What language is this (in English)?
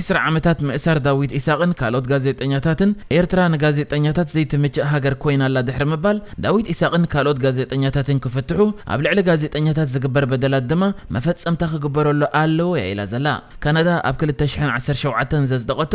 Tigrinya